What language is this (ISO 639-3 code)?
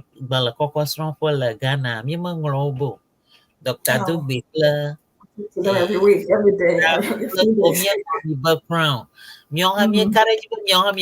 ewe